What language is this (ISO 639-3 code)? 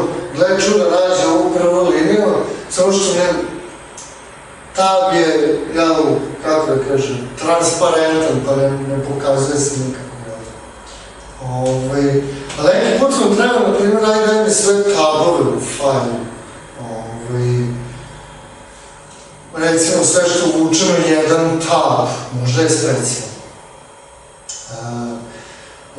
srp